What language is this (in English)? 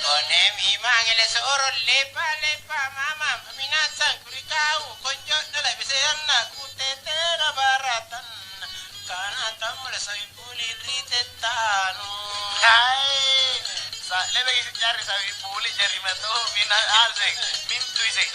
Makasar